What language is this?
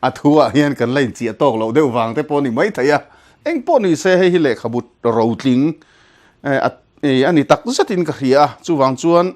Mizo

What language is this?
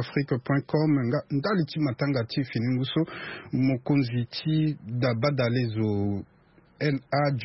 Sango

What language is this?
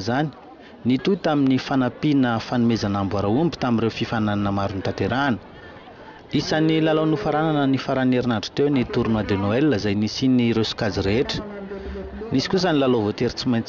Malagasy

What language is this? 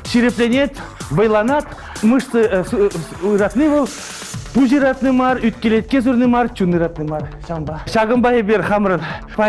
Chuvash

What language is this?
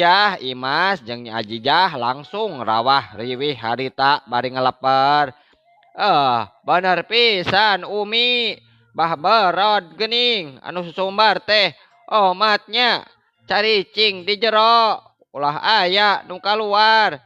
Sundanese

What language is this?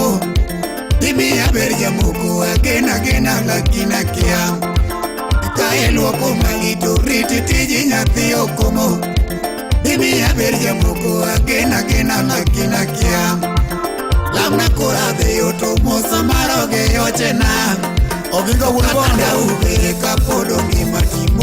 Luo (Kenya and Tanzania)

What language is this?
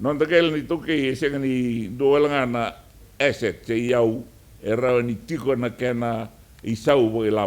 Fijian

